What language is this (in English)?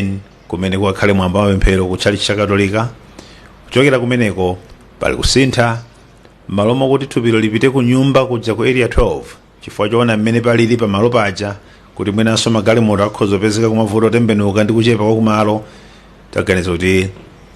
Nyanja